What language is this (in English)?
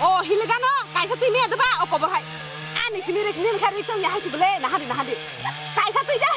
Kok Borok